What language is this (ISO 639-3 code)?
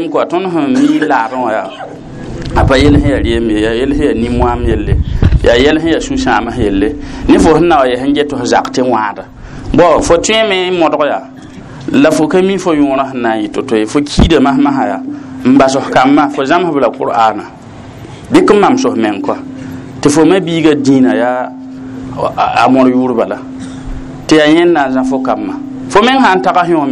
mos